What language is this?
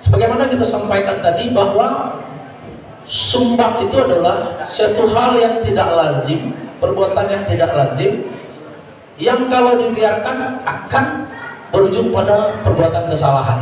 Minangkabau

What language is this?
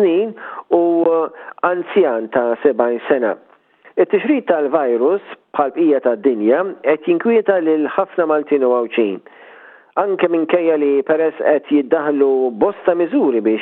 Maltese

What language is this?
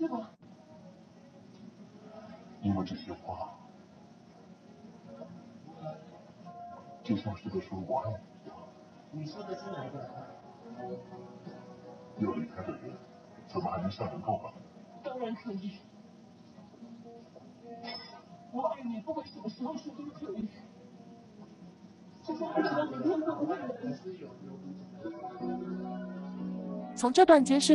Chinese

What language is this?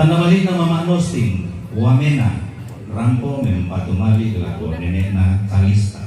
Toraja-Sa'dan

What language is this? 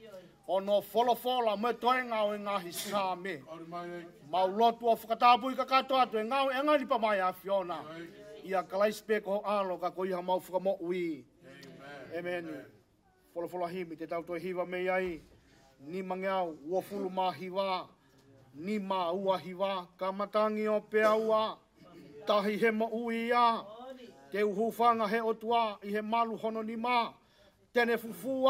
Tongan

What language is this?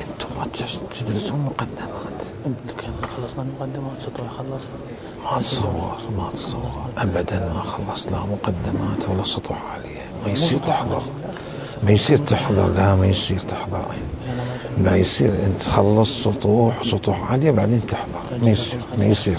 Mesopotamian Arabic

